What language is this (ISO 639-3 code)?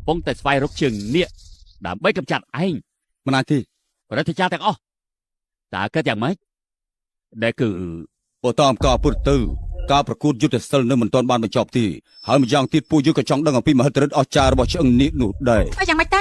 khm